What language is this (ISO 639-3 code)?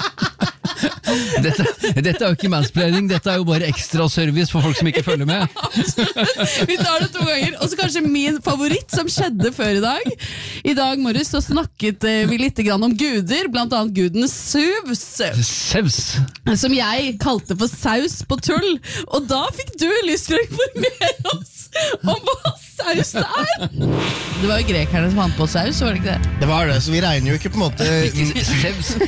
nor